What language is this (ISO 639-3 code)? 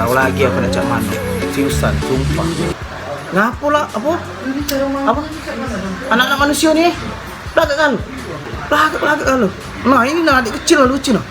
mui